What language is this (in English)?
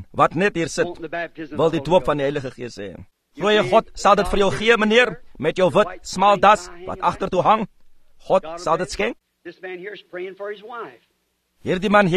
Afrikaans